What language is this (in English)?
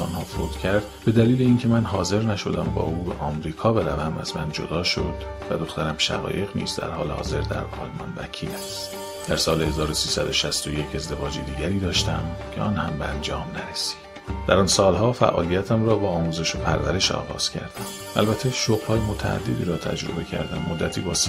Persian